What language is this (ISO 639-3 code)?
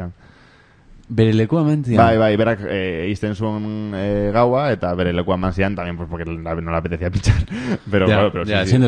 eus